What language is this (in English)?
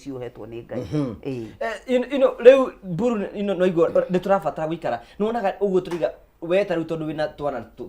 Kikuyu